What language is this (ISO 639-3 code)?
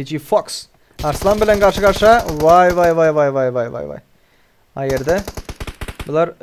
tuk